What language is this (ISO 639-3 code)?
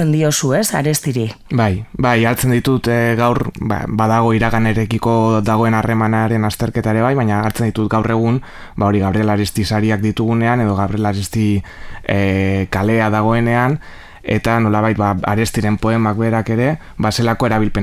eus